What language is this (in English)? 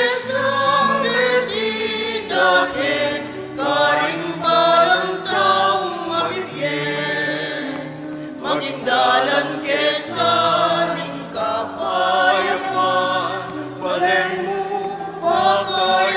Pampanga